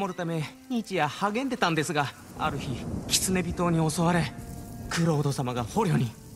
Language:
Japanese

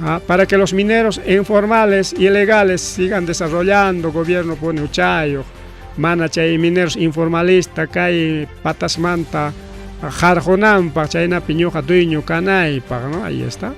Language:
Ayacucho Quechua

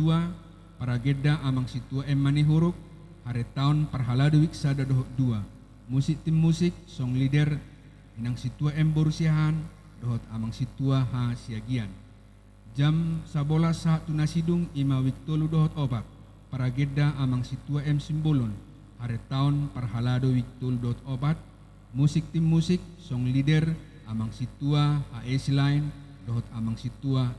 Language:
Batak Toba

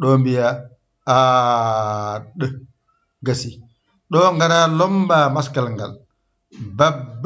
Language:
Fula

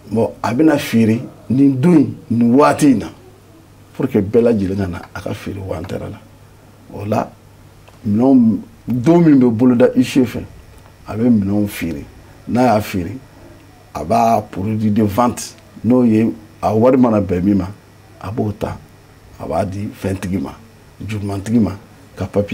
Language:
Bambara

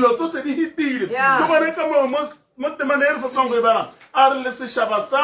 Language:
Tswana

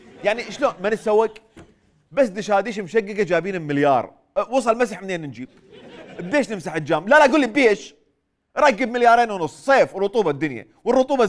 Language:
Mesopotamian Arabic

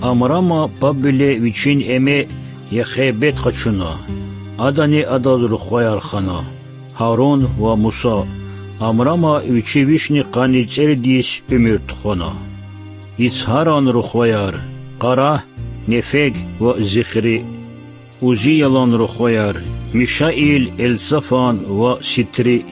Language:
Lezghian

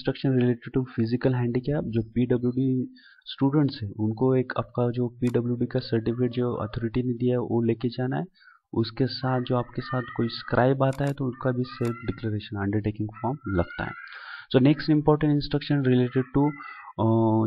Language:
Hindi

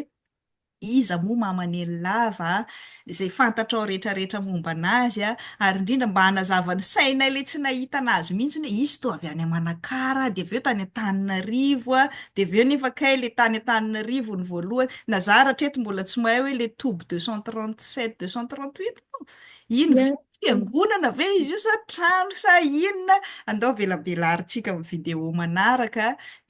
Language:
Malagasy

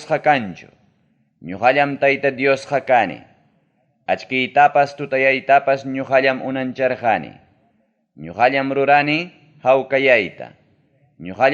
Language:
Ayacucho Quechua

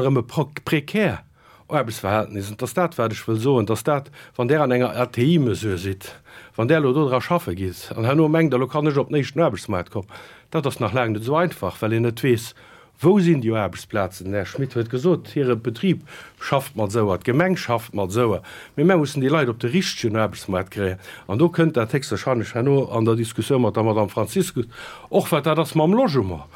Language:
Luxembourgish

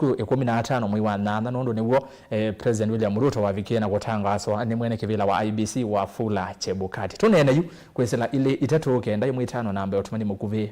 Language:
Kamba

